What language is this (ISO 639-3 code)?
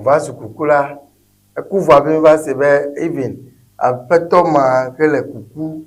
ewe